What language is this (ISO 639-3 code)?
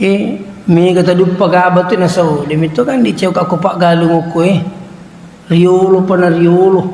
bug